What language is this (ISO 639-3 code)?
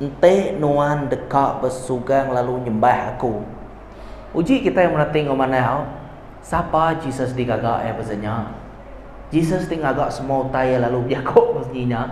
iba